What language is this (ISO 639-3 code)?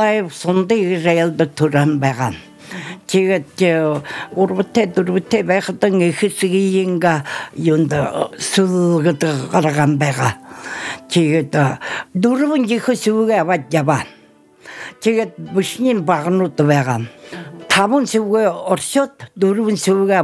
bua